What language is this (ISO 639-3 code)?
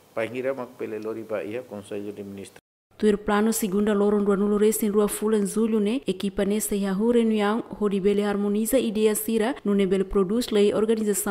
tet